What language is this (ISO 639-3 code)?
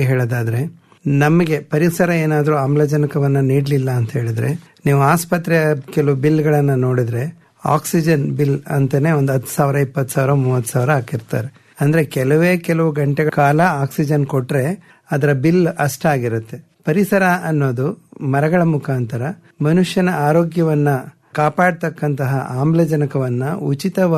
kan